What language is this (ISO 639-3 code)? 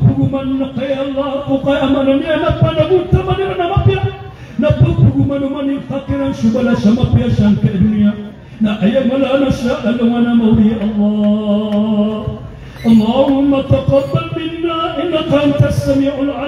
mrw